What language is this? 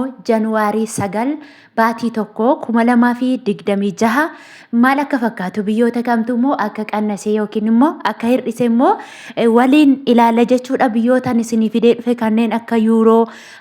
Oromo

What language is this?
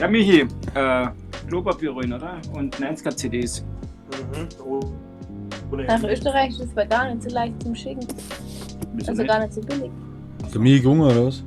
Bavarian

